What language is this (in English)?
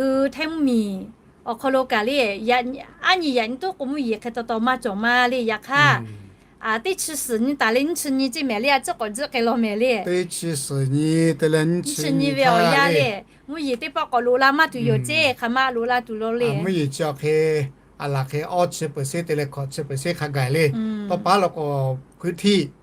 Lahu